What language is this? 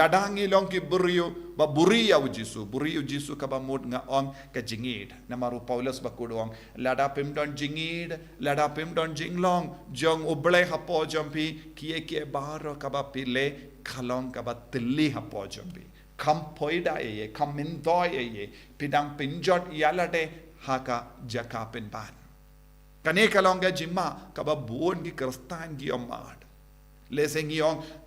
Khasi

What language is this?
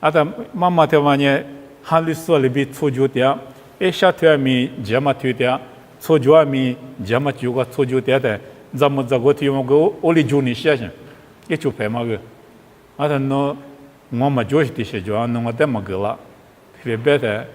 Lisu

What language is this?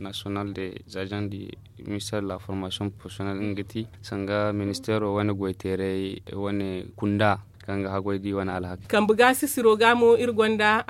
Zarma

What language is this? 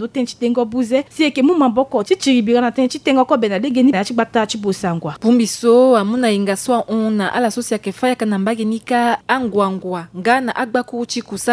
Sango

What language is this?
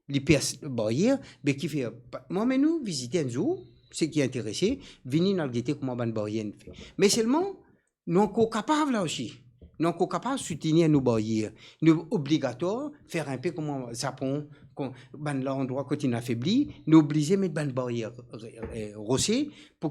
Morisyen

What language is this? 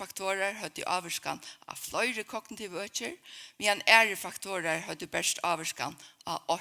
Faroese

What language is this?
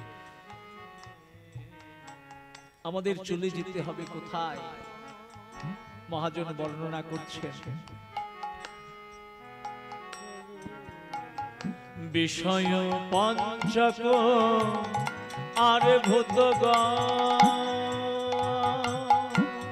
Bangla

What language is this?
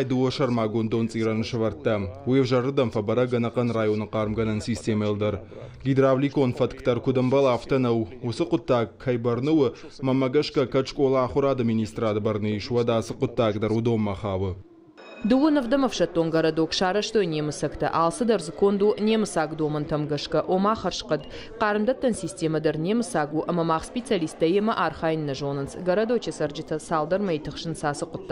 Ossetic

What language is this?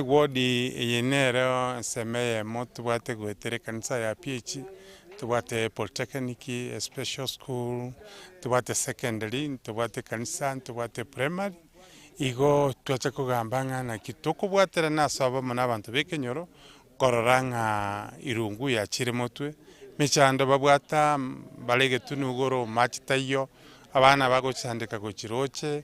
Gusii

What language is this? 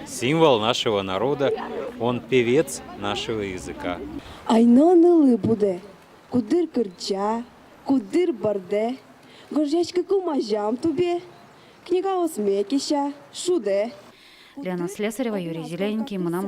Udmurt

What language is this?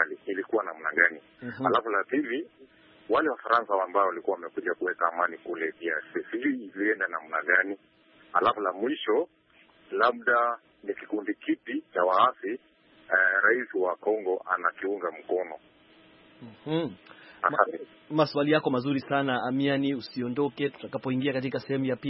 Swahili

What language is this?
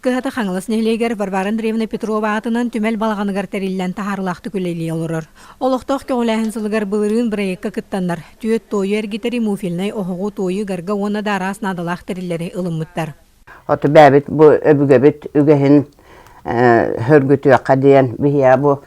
Yakut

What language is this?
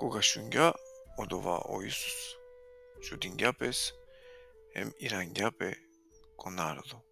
Balkan Romani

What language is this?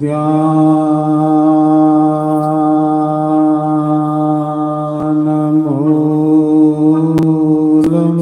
Dogri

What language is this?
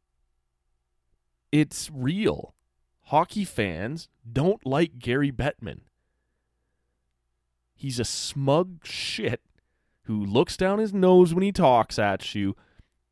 English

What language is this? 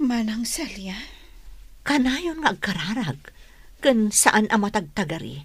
Iloko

